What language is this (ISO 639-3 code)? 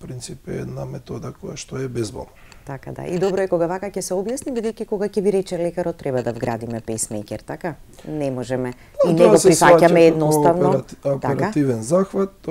mkd